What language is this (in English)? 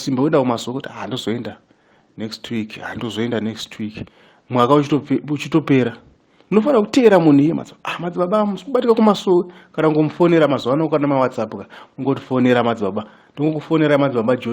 Shona